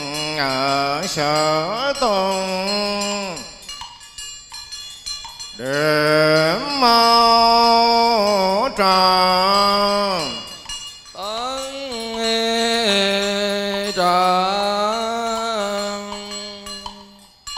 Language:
Vietnamese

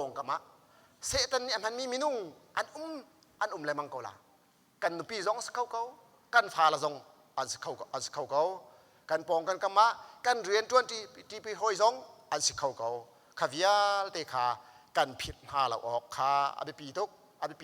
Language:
Hakha Chin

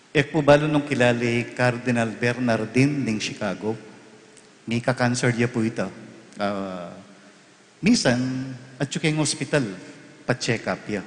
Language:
Pampanga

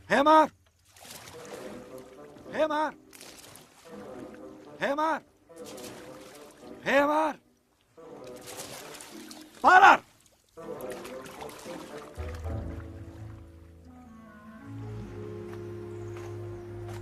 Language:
Portuguese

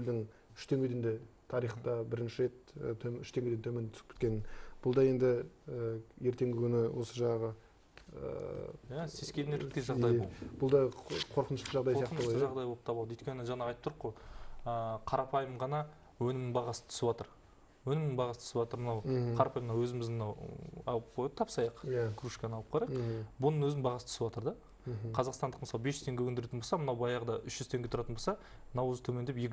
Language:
Kazakh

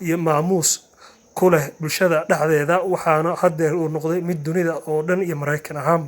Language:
Somali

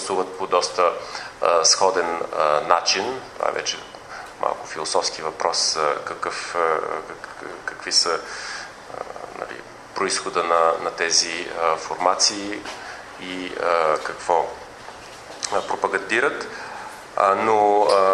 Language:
Bulgarian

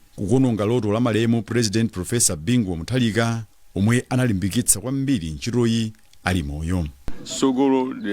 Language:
Nyanja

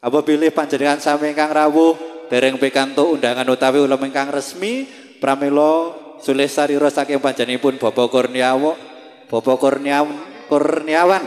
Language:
Javanese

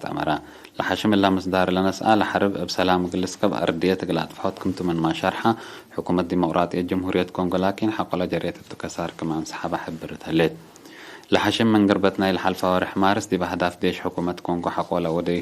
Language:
Tigre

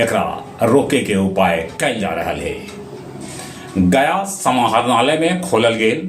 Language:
Magahi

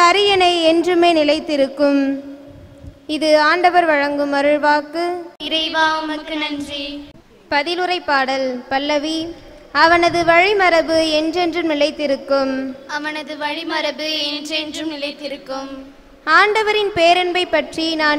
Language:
Tamil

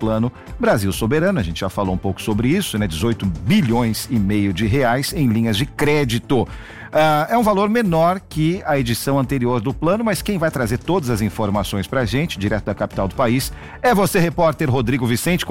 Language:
Portuguese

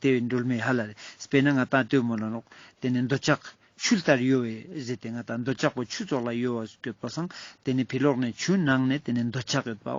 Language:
Ladakhi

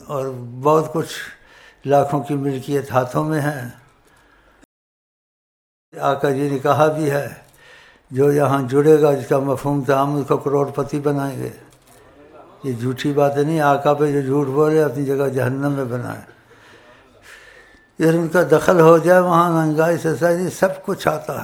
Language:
Urdu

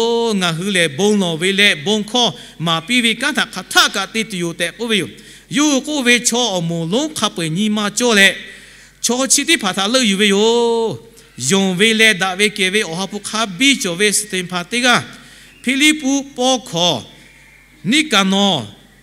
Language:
Lahu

